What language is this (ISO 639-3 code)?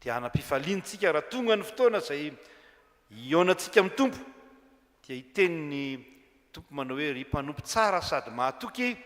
mlg